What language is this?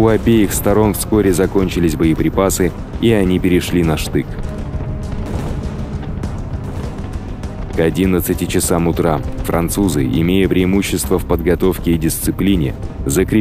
Russian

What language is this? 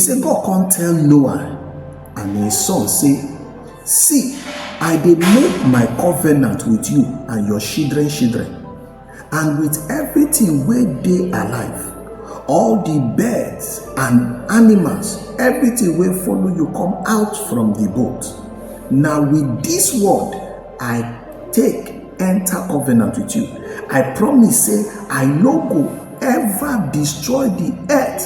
Nigerian Pidgin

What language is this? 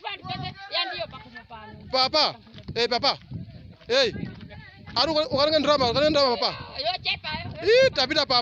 Nyanja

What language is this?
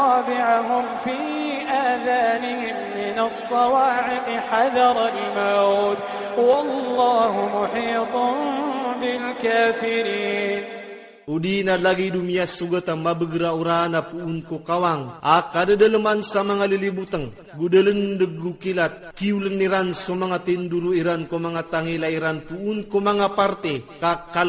Iranun (Philippines)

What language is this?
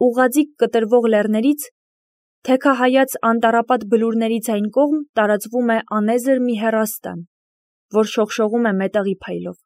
Armenian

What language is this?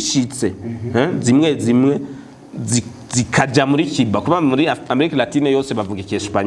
Rundi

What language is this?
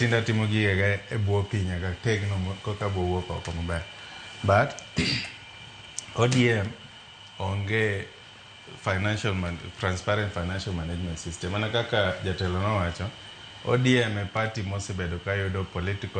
Luo (Kenya and Tanzania)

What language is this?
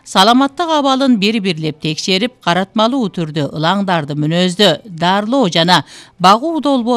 Kyrgyz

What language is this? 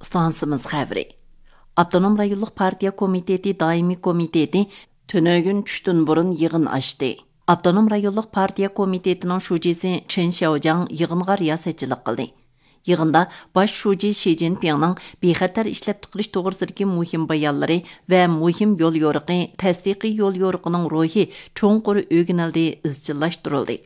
Uyghur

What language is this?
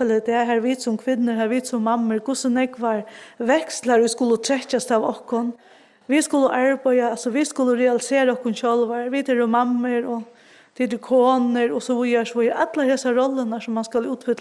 Faroese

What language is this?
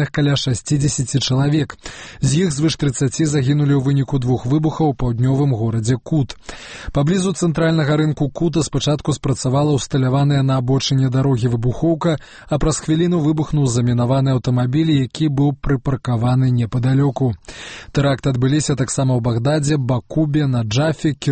Belarusian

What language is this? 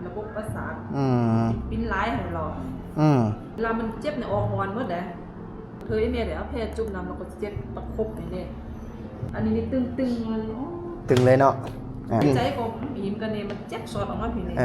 Lao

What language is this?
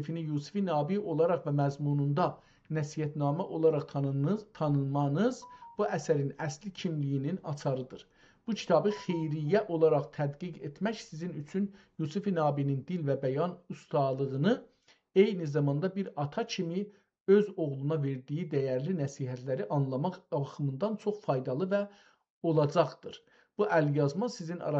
South Azerbaijani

